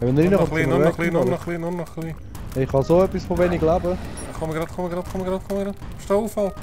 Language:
Swiss German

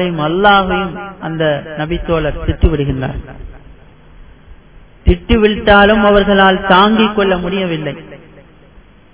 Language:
Tamil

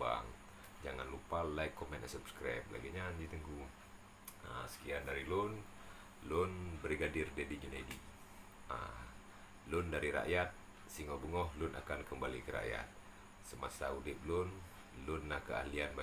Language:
Achinese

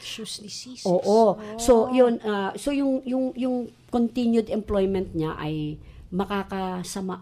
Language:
Filipino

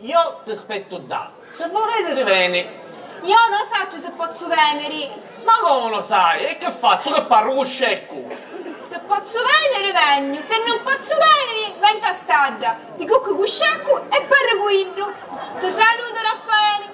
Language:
Sicilian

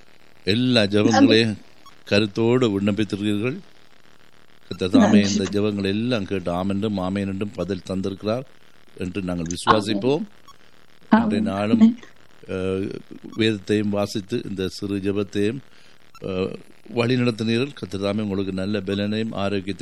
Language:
Tamil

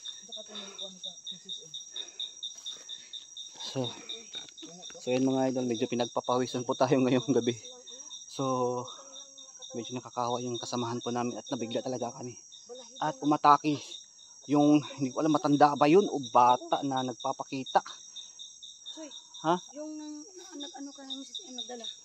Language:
Filipino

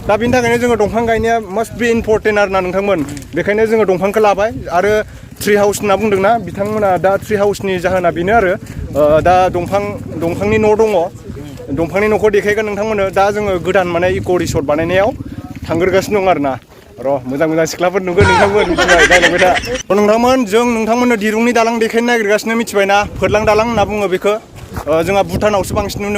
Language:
Bodo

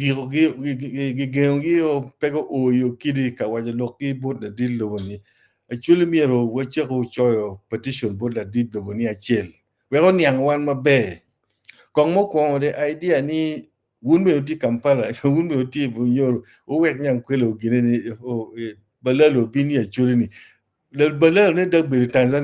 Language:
Acoli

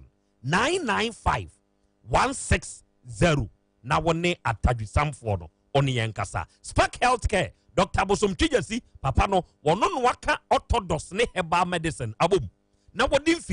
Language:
Akan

